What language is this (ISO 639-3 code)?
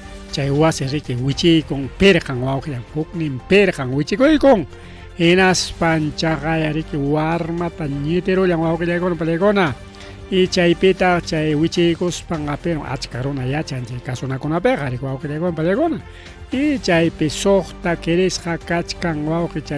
quy